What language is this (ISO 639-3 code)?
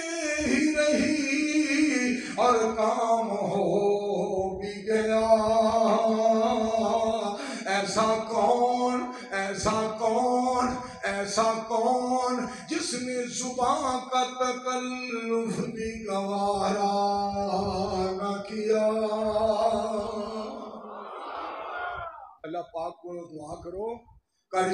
urd